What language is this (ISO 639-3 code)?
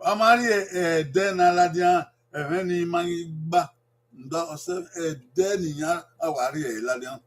bin